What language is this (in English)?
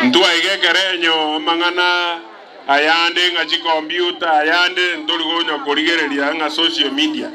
Gusii